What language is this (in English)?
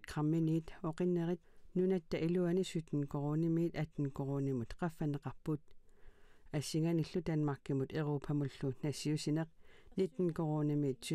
Kalaallisut